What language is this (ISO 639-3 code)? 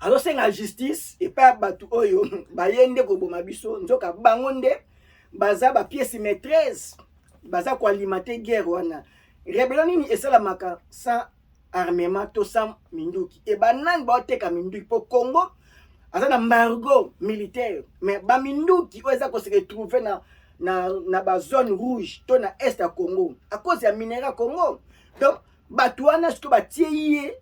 lin